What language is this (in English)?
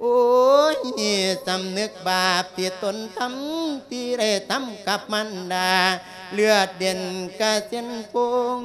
Lao